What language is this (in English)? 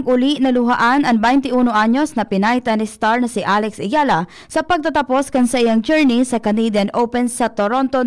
Bikol